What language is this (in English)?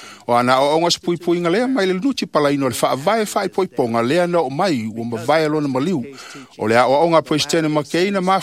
Samoan